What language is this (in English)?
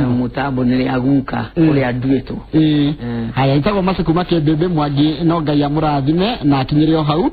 Kikuyu